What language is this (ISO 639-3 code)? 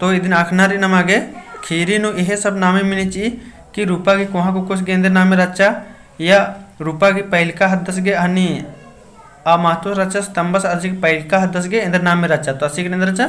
kru